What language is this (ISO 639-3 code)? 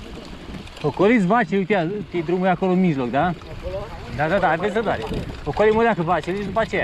ron